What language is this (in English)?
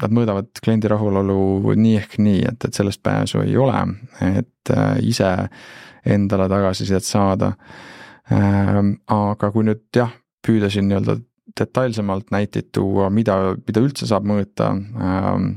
Estonian